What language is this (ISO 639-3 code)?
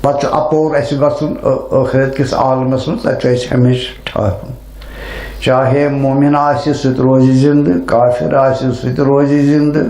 kas